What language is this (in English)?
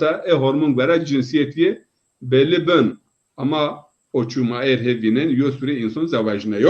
Zaza